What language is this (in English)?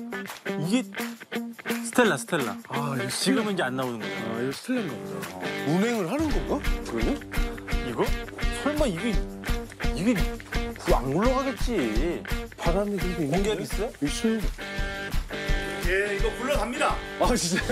Korean